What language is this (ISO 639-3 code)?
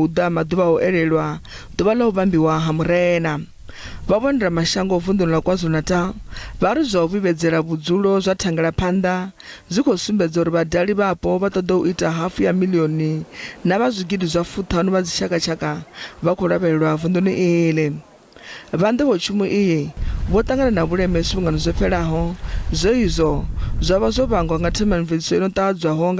ven